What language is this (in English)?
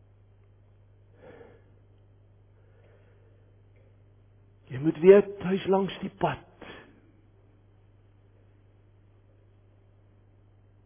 Afrikaans